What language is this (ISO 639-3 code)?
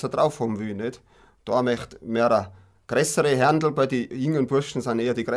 bar